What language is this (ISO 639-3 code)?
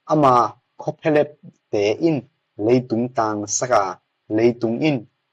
ctd